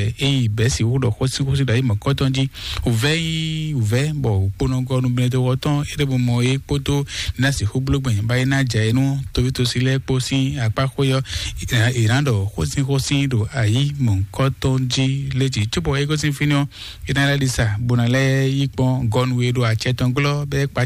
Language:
Fon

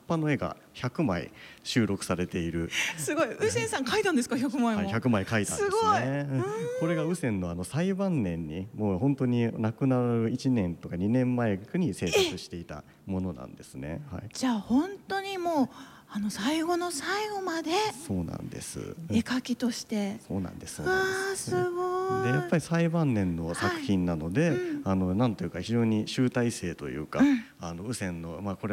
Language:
Japanese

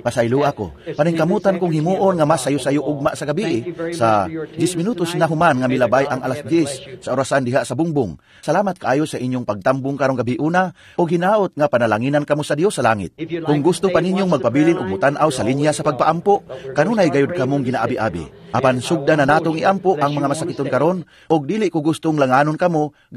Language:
Cebuano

